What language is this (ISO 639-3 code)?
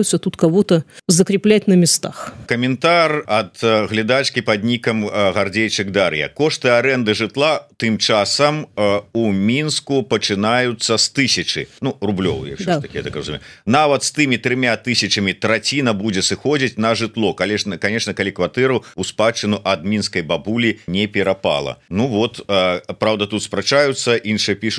bel